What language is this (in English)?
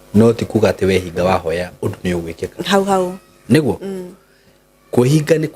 Kikuyu